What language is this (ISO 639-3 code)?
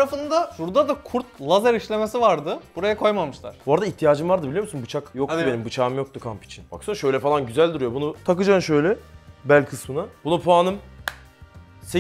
tur